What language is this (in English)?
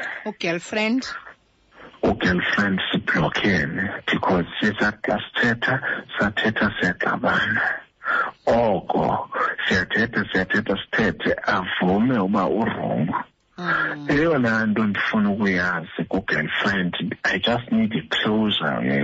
Xhosa